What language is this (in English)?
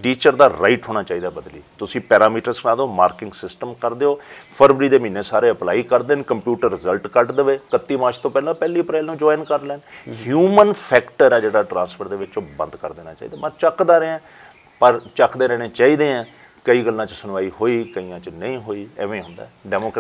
Punjabi